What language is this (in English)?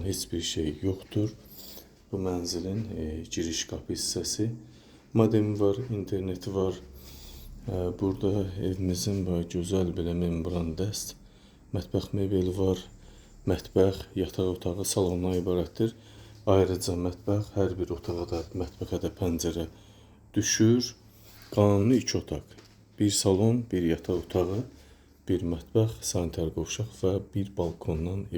Azerbaijani